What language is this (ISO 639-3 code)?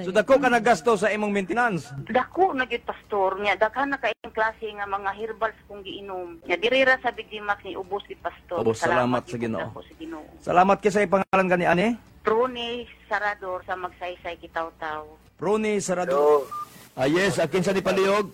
ceb